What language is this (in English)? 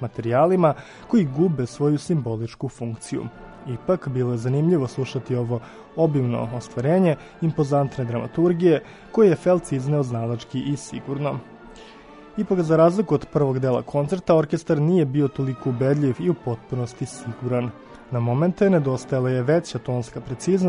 Serbian